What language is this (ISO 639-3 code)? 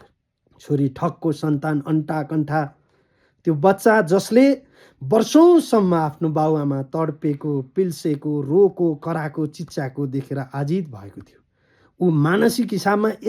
nep